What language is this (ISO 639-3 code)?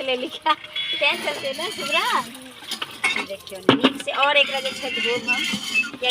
mai